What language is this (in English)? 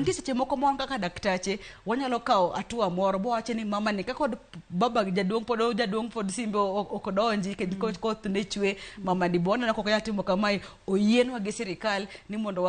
Luo (Kenya and Tanzania)